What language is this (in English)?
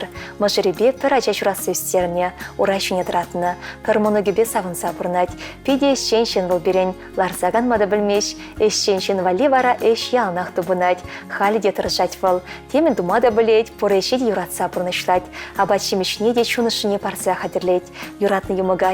Chuvash